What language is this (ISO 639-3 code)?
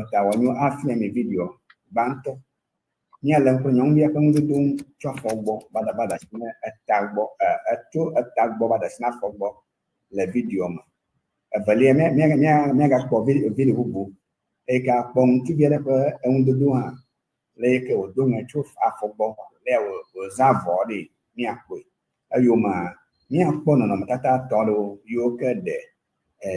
ewe